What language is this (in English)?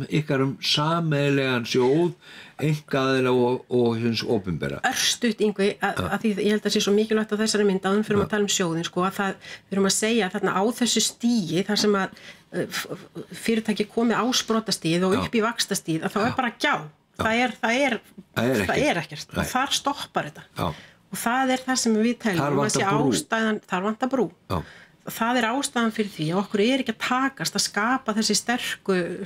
Icelandic